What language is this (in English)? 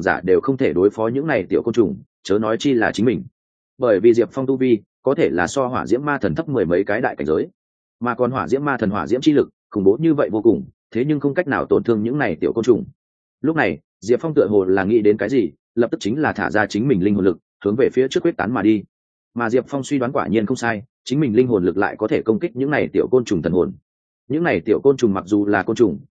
Vietnamese